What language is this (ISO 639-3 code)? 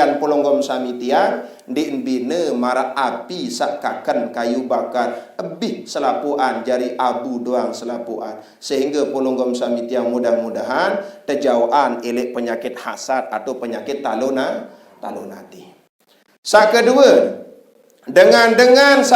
sas